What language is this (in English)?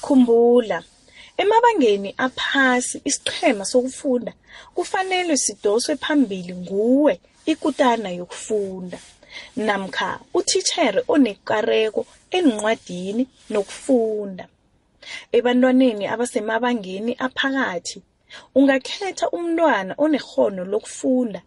South Ndebele